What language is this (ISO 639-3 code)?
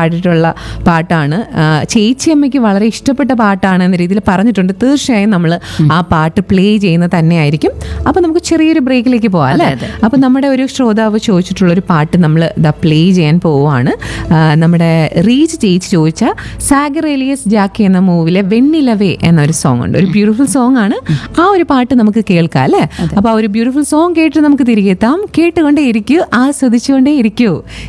mal